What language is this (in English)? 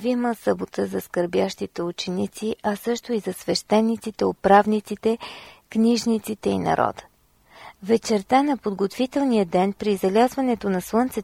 Bulgarian